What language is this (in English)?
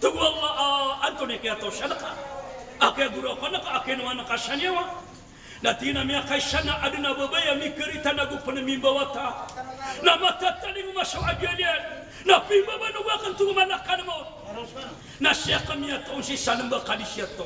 Maranao